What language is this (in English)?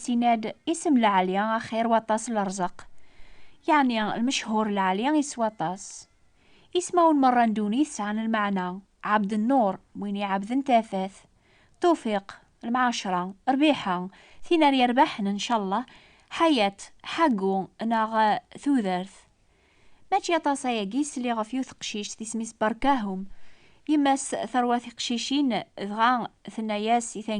Kabyle